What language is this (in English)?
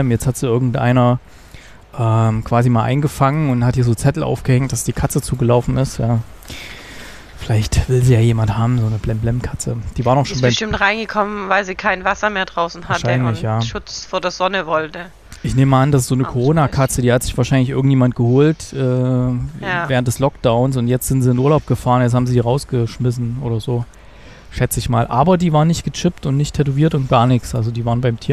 German